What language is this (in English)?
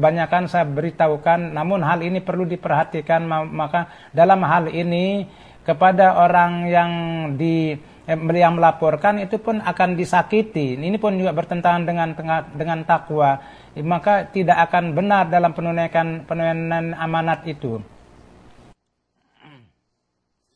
Indonesian